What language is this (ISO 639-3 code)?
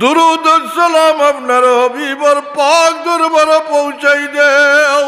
syl